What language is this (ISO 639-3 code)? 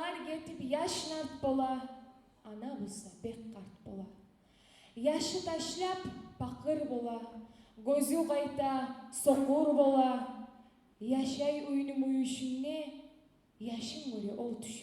kum